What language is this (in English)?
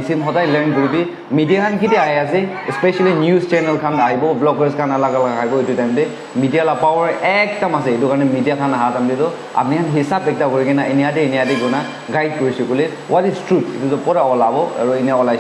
Naga Pidgin